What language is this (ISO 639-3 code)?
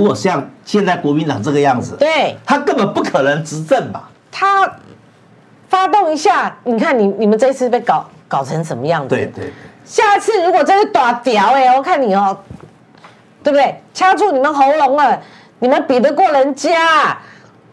zho